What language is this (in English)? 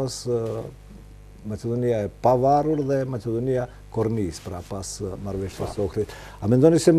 Albanian